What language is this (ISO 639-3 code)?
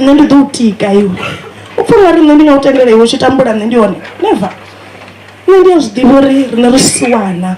ven